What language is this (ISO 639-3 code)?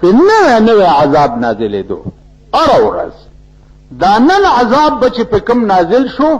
pus